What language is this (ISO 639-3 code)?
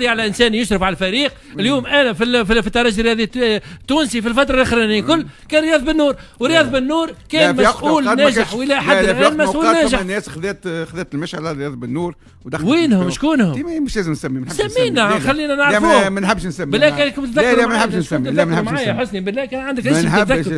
aeb